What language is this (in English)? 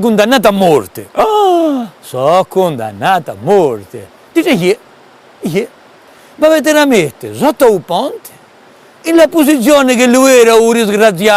Corsican